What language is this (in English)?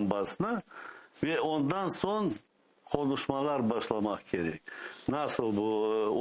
Crimean Tatar